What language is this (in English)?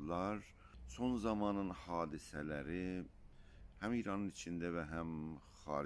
South Azerbaijani